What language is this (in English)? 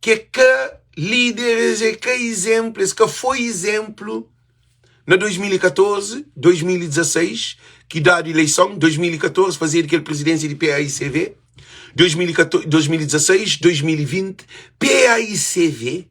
Kabuverdianu